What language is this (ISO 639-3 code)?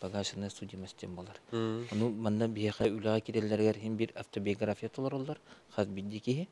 sah